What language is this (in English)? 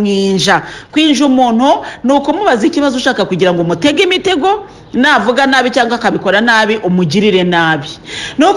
Kinyarwanda